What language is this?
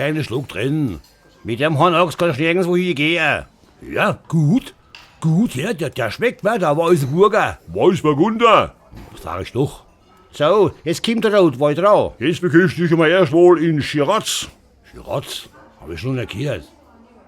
Palatine German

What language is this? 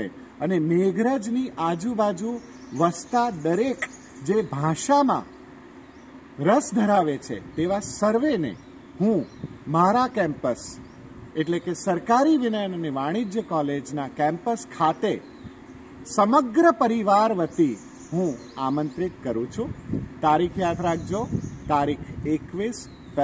Gujarati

